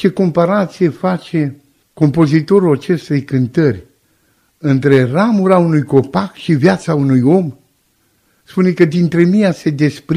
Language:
Romanian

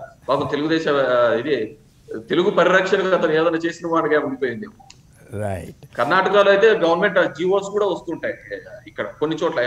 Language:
Telugu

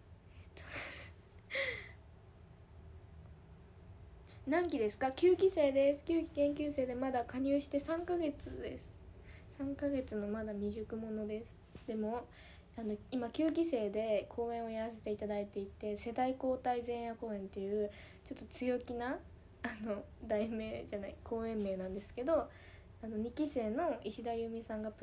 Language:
Japanese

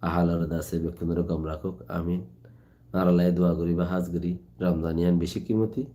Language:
Rohingya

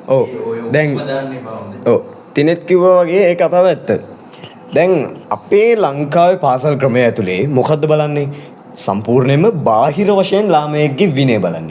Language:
Sinhala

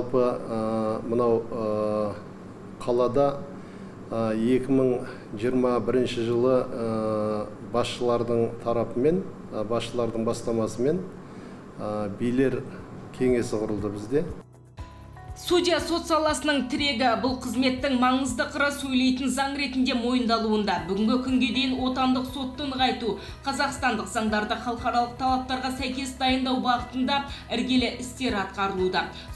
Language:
Kazakh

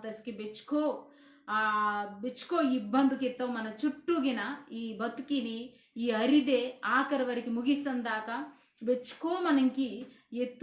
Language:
Koya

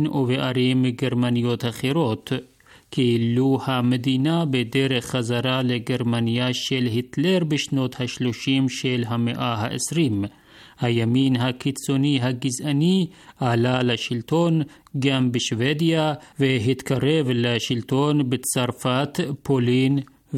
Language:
Hebrew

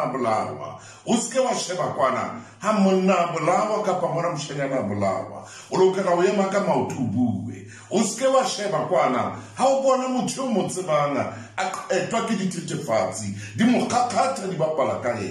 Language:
Southern Sotho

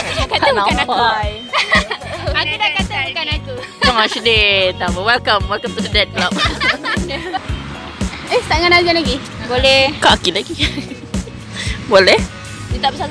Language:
Malay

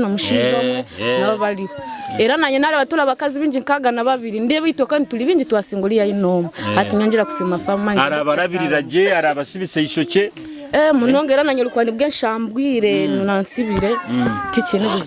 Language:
Nyoro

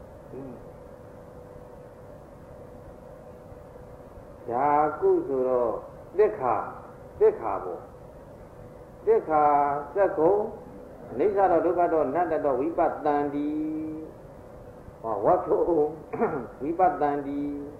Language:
Burmese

